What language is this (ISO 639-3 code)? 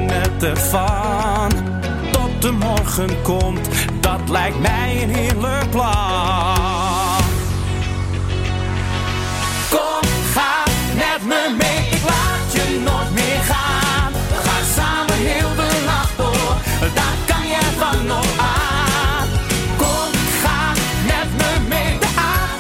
nld